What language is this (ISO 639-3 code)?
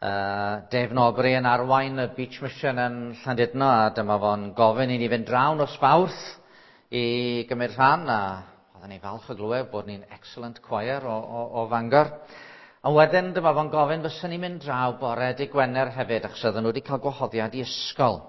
cym